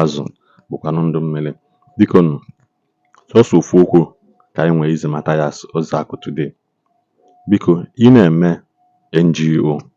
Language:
Igbo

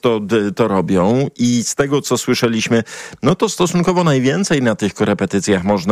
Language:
Polish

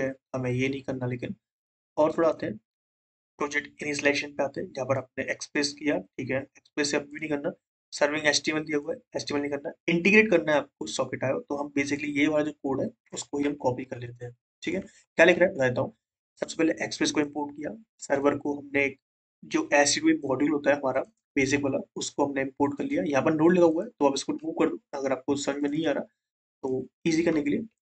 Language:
Hindi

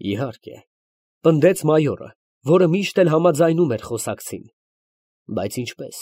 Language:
Armenian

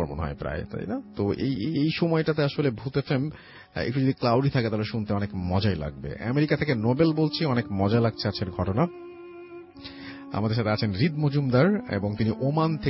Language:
Bangla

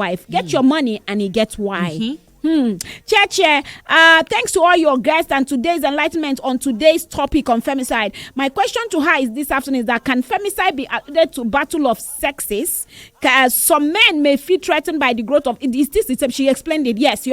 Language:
Nigerian Pidgin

